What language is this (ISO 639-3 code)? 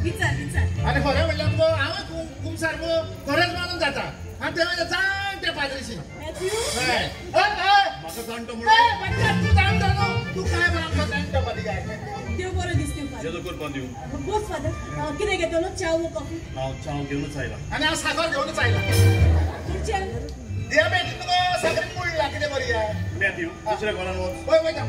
kok